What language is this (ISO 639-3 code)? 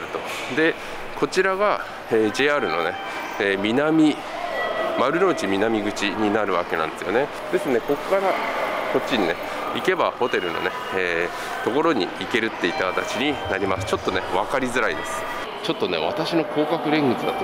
jpn